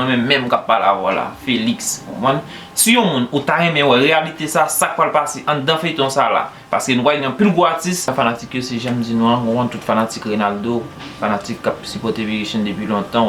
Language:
Haitian Creole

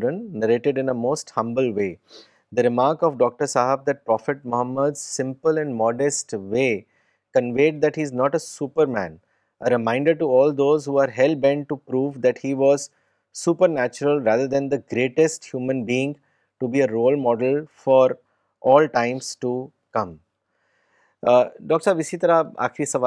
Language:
Urdu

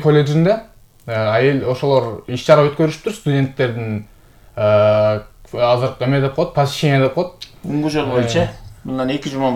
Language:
Kyrgyz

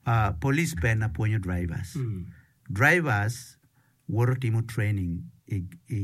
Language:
Acoli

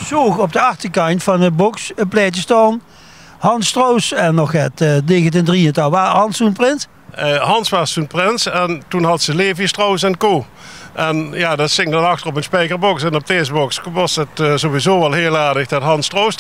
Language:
Limburgish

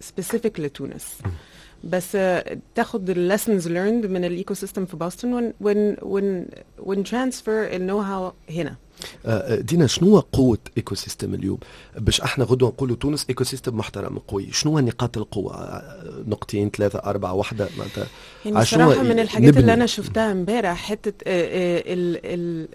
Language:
Tunisian Arabic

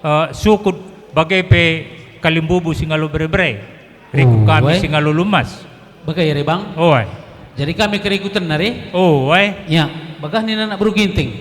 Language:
Batak Karo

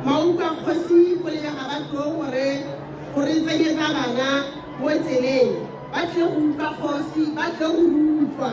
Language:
Tswana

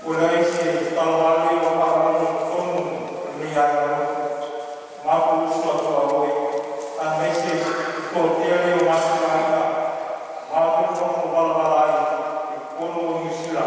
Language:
Samoan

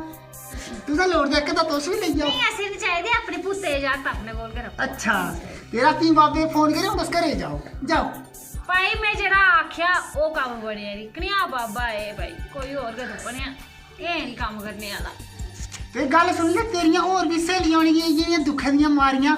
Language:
Dogri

